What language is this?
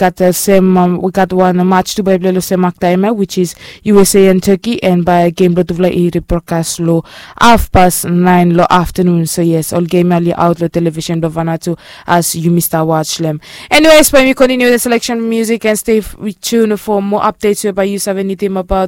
Bislama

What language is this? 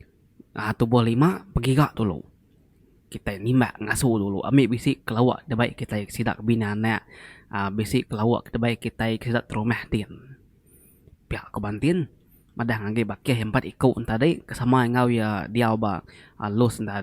Iban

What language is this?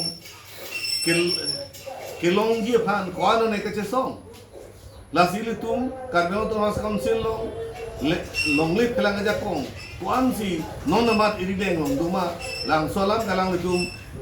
Karbi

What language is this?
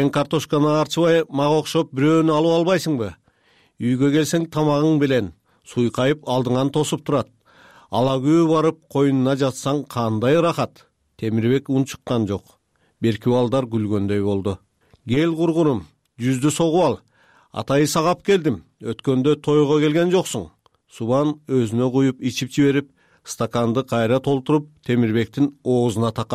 Kyrgyz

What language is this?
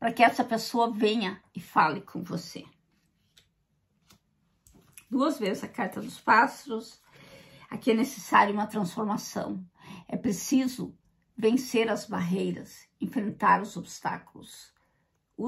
Portuguese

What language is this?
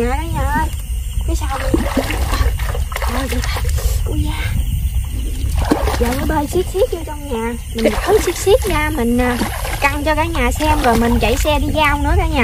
Vietnamese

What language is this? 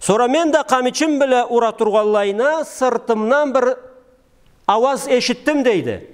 Karachay-Balkar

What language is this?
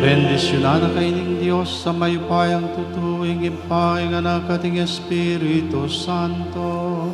Pampanga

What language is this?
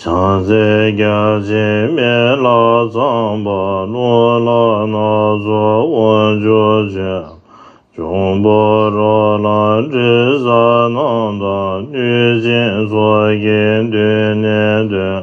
Tibetan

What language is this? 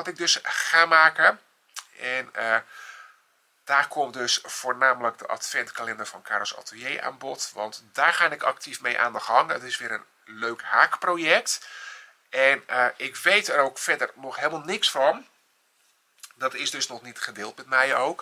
Dutch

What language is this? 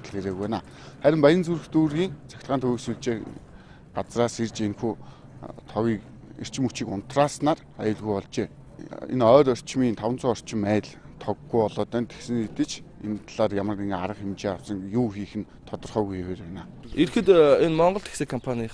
Mongolian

